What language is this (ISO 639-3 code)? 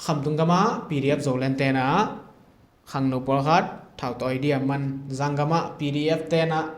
ctd